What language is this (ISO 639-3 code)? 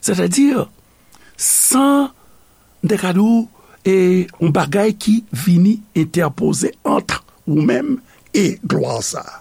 hat